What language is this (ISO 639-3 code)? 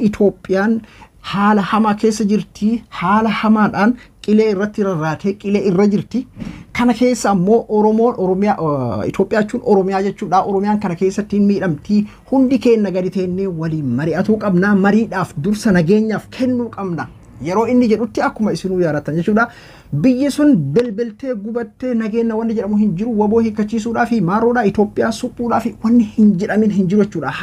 orm